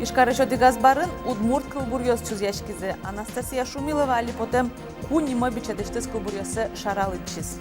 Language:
Udmurt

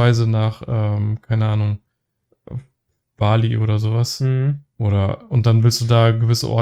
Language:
German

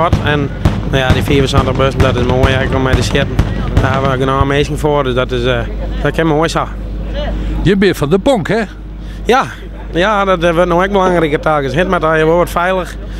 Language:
Western Frisian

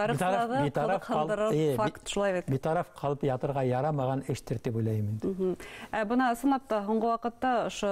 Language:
Bashkir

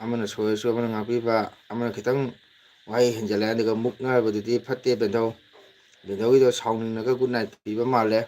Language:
Manipuri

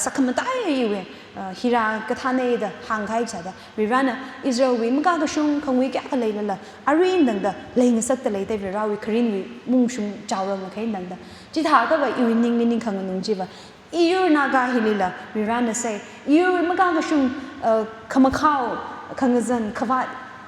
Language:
Tangkhul Naga (India)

